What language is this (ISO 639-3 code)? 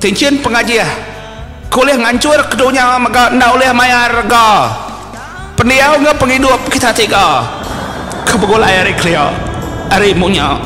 iba